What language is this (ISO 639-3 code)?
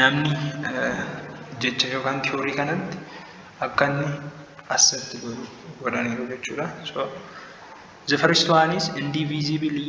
orm